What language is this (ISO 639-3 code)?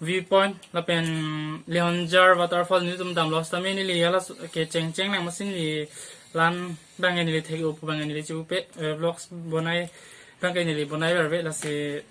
mjw